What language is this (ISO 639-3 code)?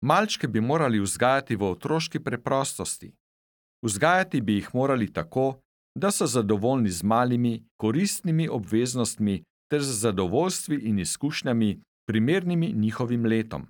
slv